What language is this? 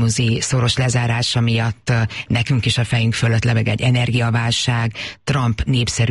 Hungarian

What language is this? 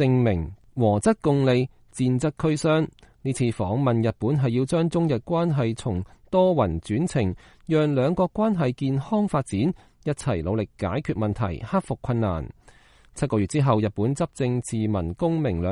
Cantonese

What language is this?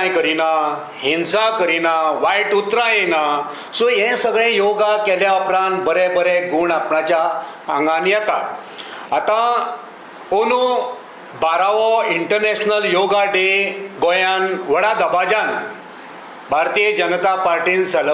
Konkani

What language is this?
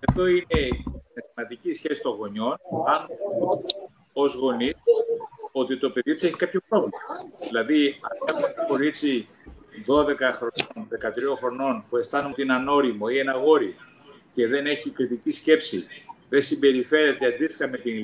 Greek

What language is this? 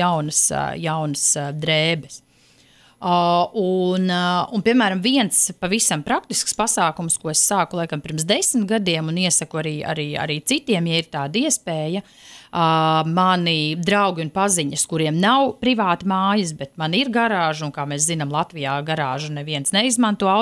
Latvian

